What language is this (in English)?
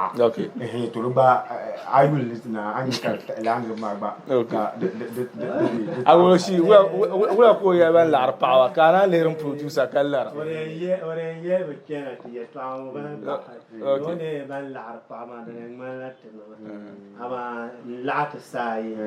Dagbani